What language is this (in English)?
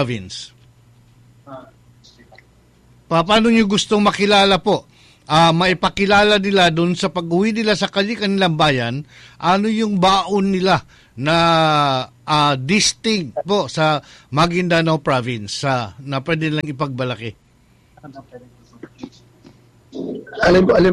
Cebuano